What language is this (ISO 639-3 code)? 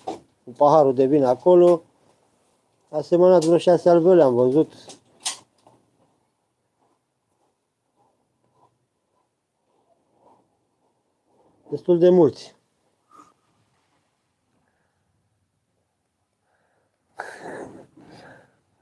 ron